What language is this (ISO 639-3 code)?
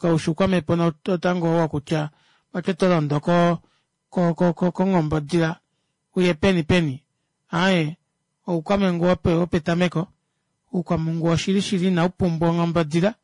kua